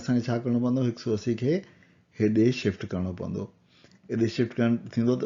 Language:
Sindhi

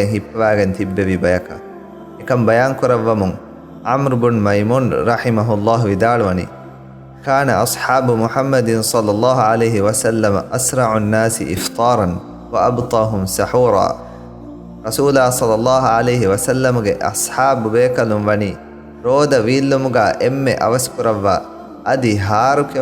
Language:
Divehi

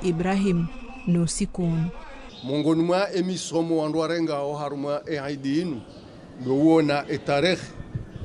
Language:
Ngazidja Comorian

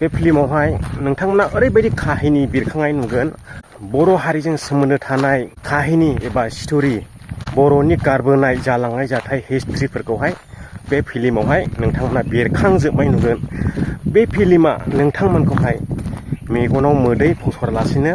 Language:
Bodo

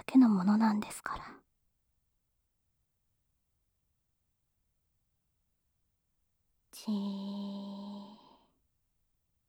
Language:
Japanese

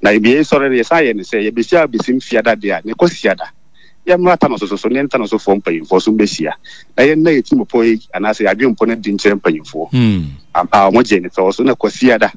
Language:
Akan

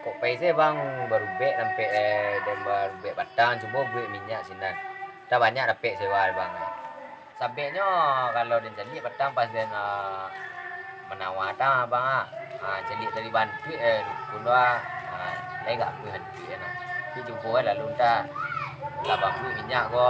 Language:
Minangkabau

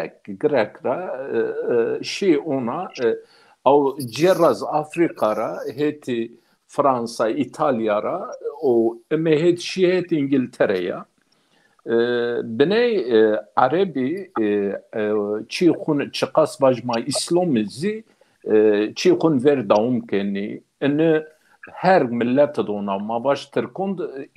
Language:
Zaza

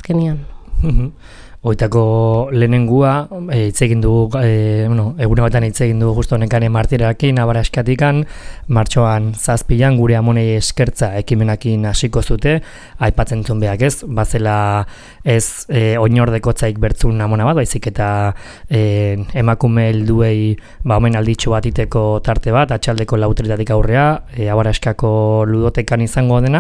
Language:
Basque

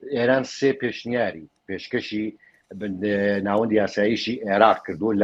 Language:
Central Kurdish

